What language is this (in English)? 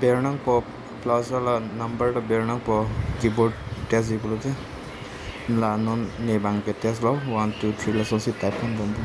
Karbi